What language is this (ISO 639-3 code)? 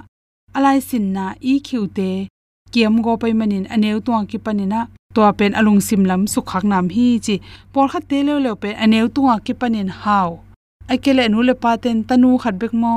ctd